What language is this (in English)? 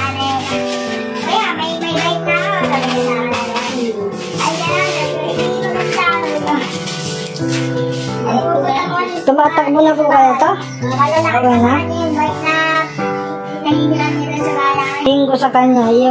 Filipino